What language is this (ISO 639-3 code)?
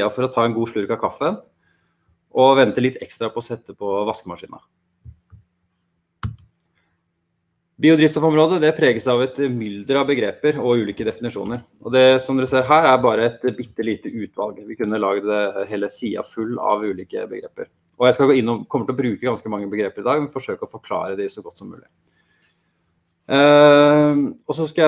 nor